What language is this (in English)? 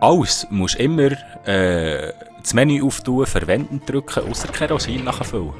Swiss German